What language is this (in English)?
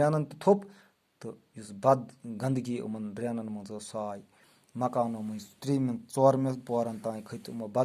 Kashmiri